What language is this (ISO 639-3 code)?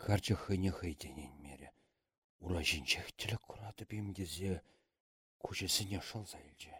chv